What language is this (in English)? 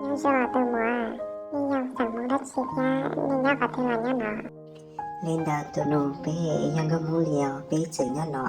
Hmong